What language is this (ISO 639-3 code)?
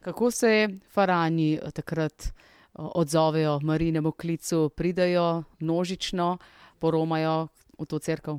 slv